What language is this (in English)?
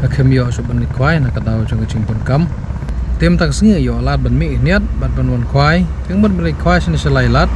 Khasi